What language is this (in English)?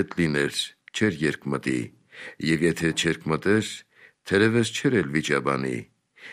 Armenian